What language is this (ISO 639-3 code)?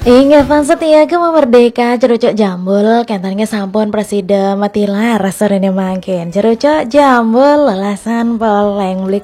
ban